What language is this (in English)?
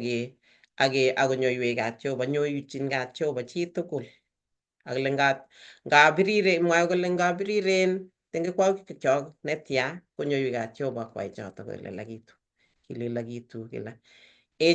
Kalenjin